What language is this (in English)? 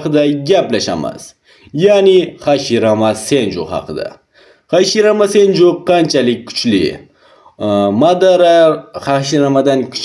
Uzbek